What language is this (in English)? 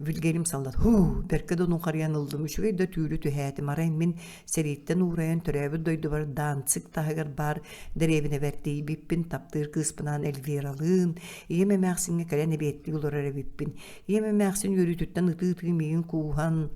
Yakut